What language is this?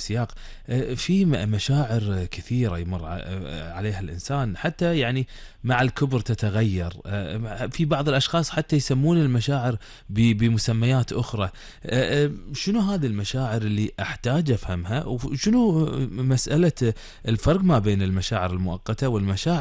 Gulf Arabic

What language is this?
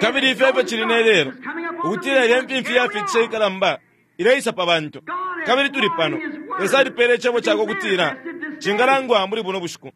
Bemba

